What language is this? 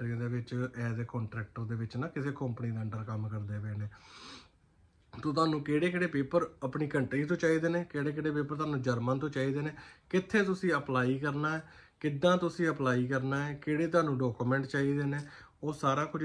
Punjabi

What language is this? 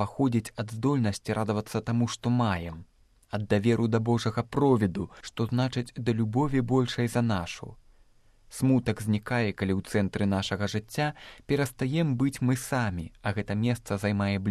Belarusian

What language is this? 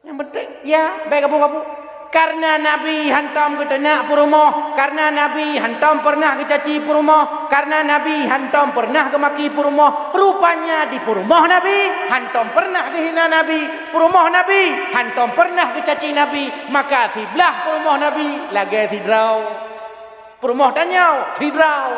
Achinese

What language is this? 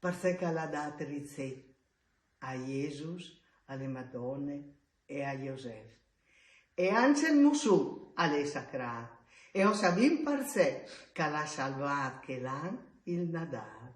Friulian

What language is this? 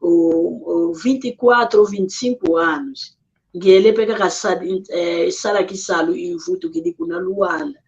San Salvador Kongo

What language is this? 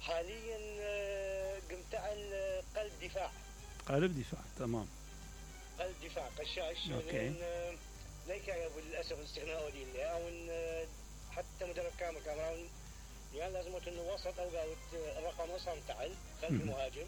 Mesopotamian Arabic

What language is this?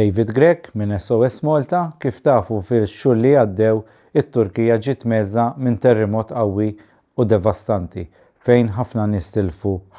Maltese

